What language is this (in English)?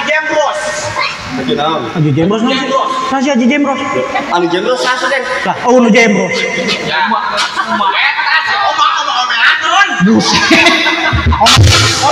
Sundanese